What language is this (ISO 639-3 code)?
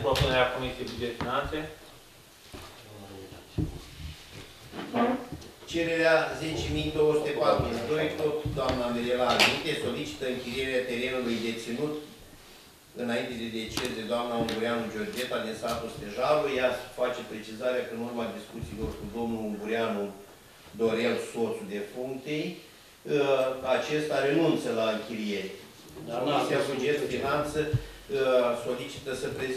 ron